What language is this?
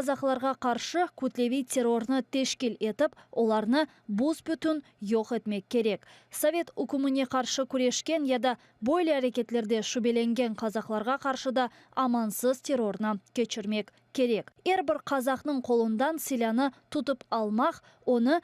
Crimean Tatar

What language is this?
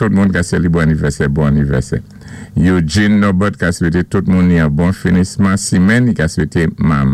Saint Lucian Creole French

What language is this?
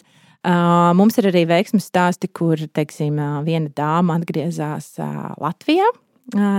Latvian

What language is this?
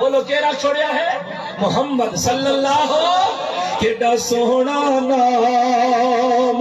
Saraiki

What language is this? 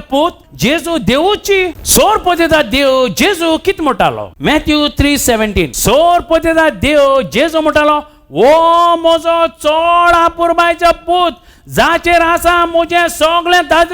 Konkani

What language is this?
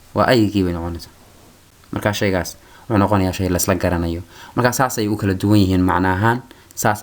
Somali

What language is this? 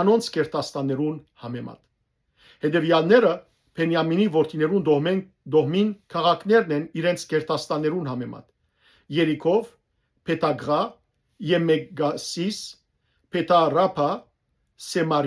Western Armenian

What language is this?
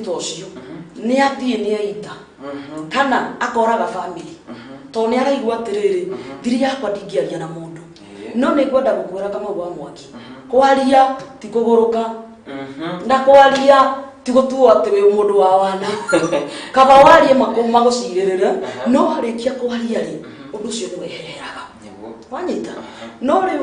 Kikuyu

